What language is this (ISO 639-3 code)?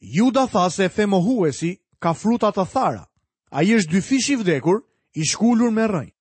sqi